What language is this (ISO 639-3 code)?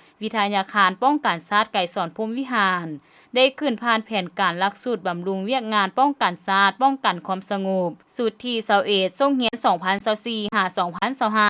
lao